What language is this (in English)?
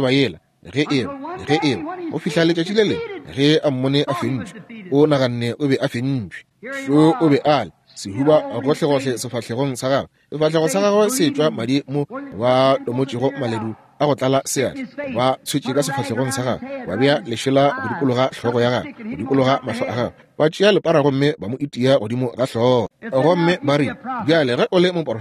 Northern Sotho